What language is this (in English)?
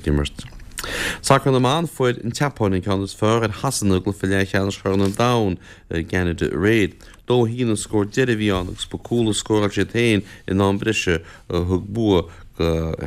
Irish